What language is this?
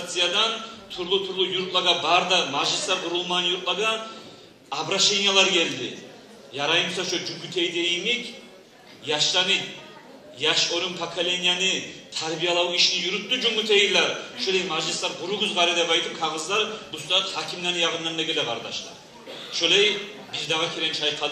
Kumyk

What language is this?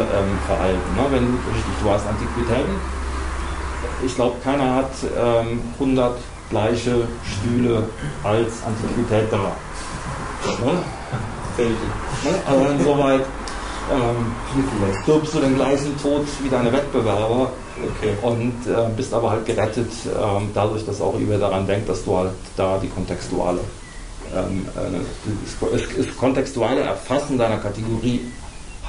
German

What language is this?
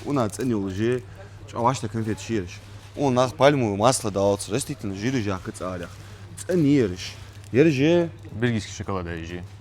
Ingush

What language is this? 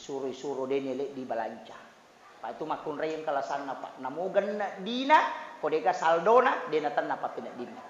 Buginese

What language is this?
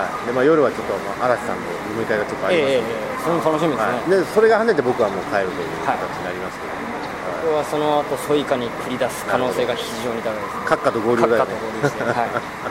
Japanese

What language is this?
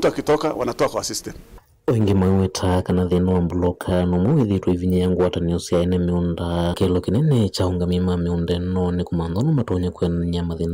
Kamba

